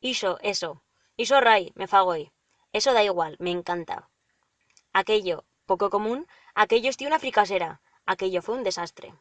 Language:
Aragonese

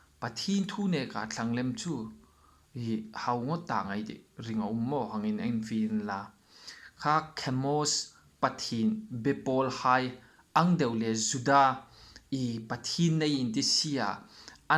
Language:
Hmar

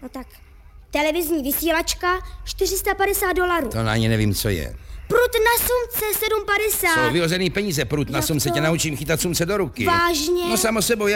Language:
Czech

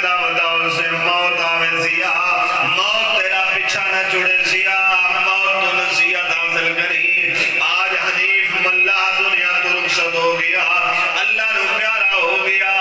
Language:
Saraiki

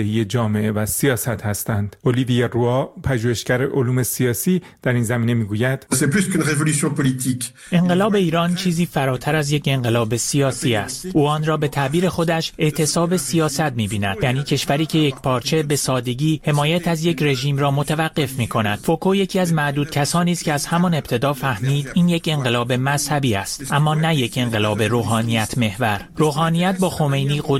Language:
Persian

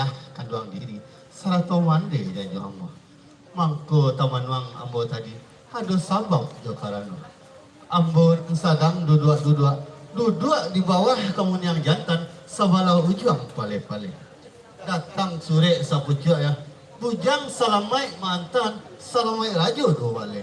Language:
Minangkabau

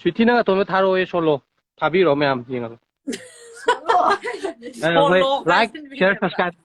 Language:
Manipuri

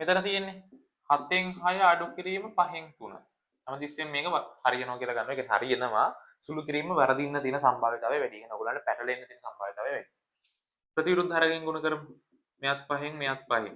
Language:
Sinhala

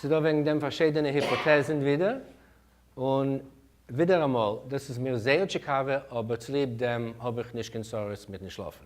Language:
Yiddish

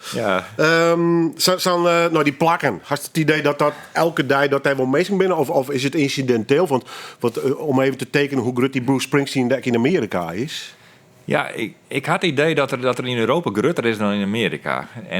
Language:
Western Frisian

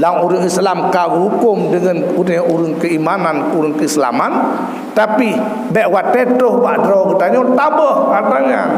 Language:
Achinese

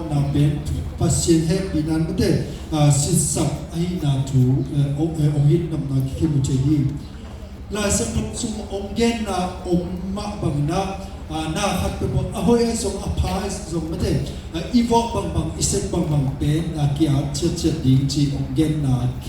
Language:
Tedim Chin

